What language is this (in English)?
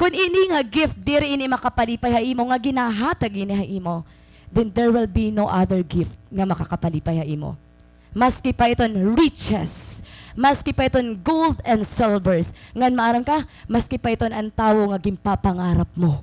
Waray